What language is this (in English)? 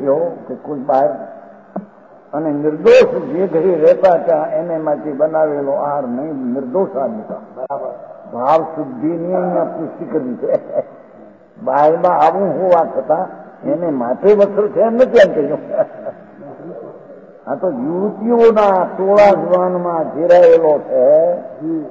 Gujarati